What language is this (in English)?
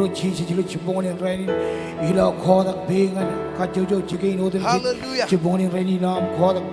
Marshallese